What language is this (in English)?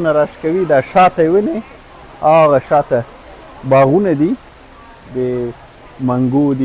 Pashto